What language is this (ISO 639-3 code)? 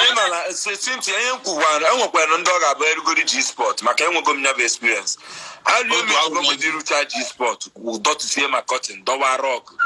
ibo